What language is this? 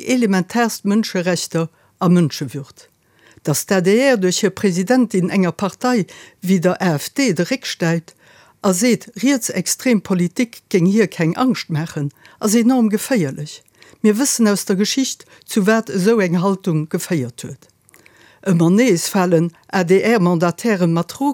Luxembourgish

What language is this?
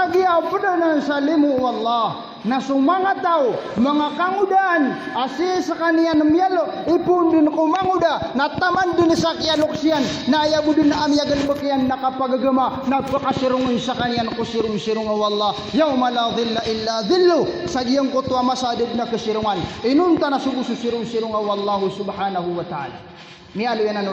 Maranao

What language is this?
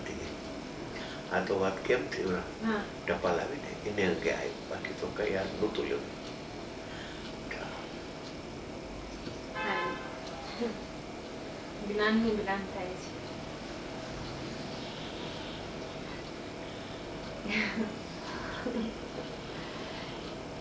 Gujarati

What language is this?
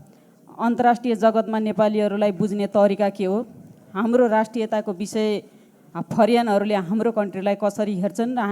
Nepali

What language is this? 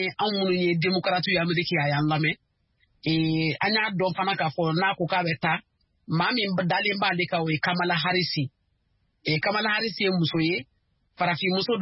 Bambara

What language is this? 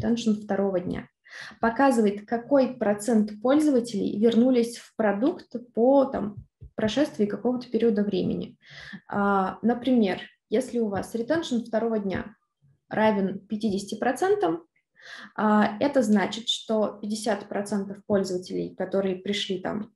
Russian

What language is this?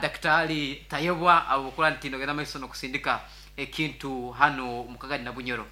Nyankole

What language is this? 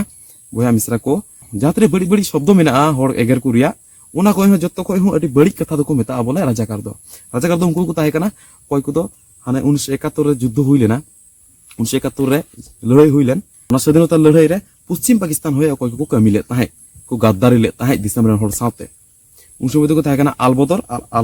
Santali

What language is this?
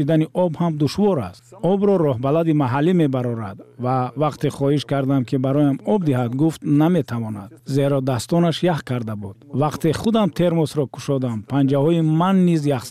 Tajik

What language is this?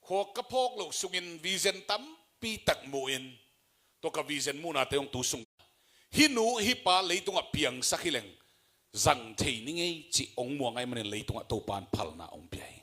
Tedim Chin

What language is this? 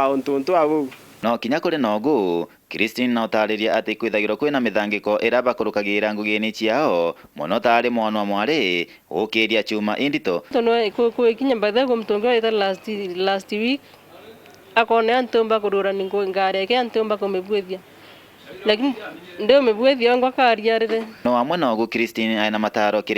Meru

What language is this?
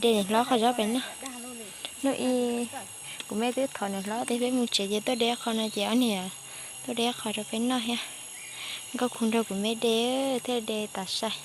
Hmong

